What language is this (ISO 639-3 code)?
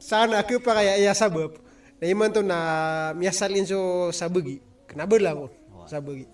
mrw